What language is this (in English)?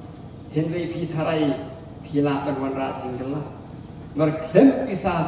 Khasi